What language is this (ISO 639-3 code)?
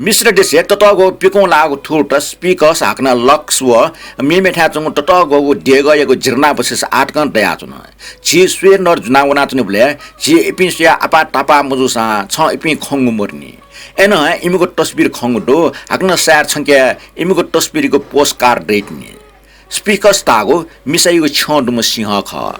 new